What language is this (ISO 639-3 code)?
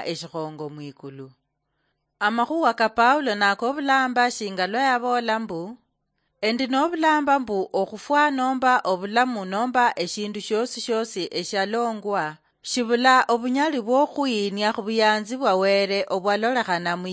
luy